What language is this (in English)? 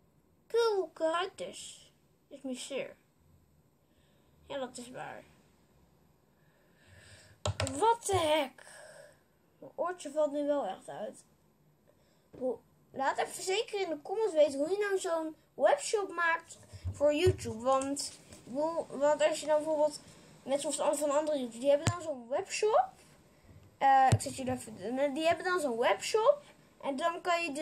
Dutch